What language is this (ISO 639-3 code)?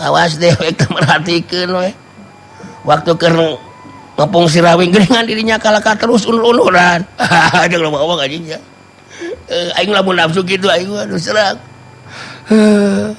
sun